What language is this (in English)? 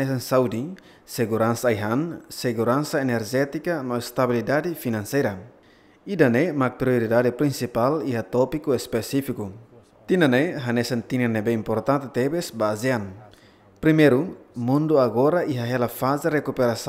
Tetum